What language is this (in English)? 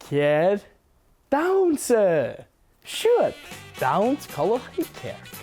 Scottish Gaelic